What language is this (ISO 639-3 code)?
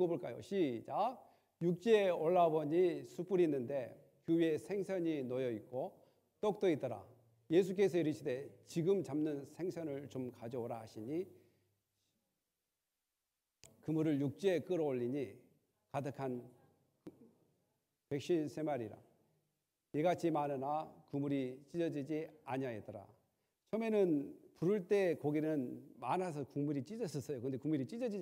kor